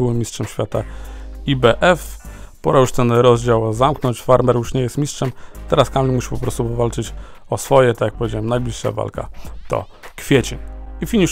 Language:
Polish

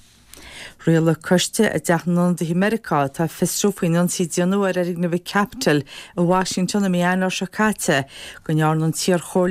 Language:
Irish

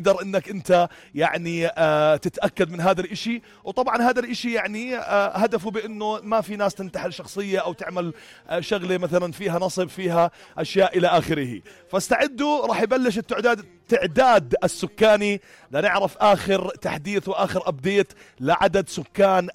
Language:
North Levantine Arabic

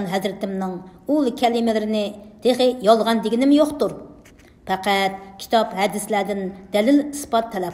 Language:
Uyghur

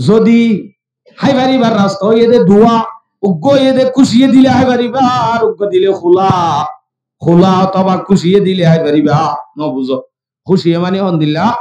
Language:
Rohingya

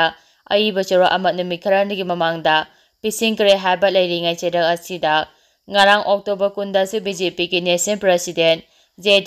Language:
Manipuri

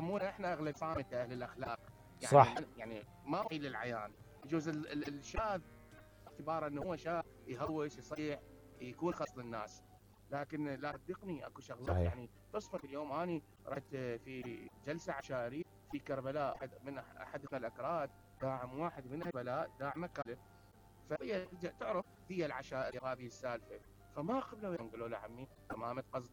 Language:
Mesopotamian Arabic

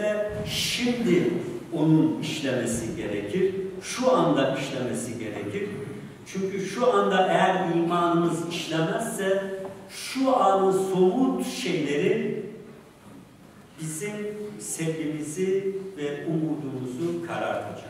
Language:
Turkish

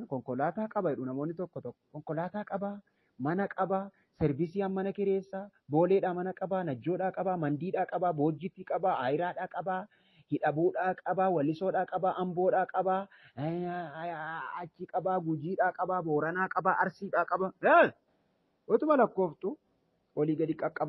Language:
Oromo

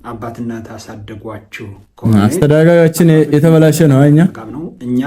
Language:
Amharic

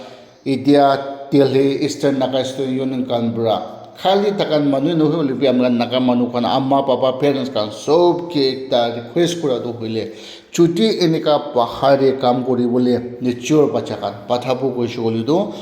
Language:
Naga Pidgin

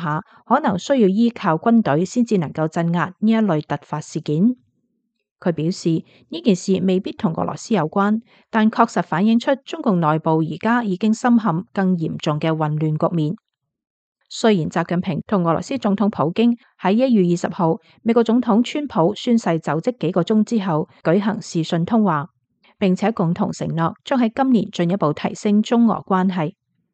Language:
Cantonese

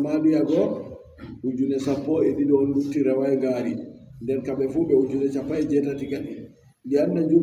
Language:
Adamawa Fulfulde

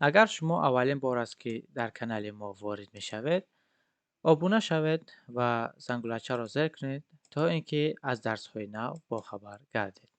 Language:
Tajik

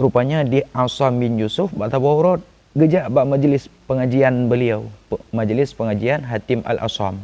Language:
Achinese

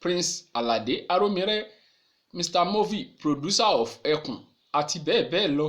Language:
Yoruba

